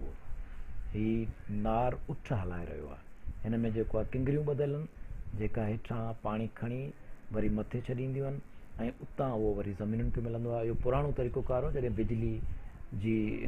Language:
Sindhi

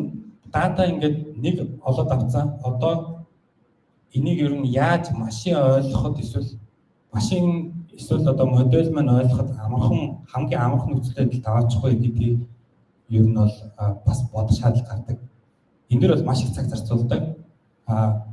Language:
Mongolian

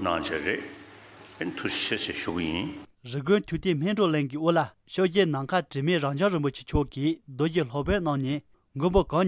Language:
Tibetan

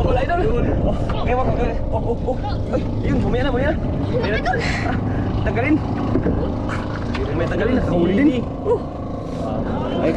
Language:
Filipino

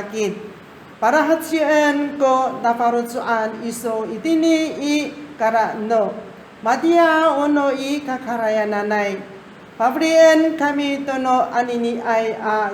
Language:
Amis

